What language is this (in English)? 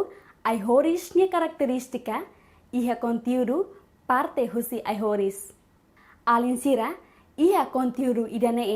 Tetum